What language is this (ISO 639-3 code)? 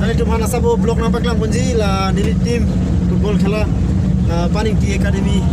mjw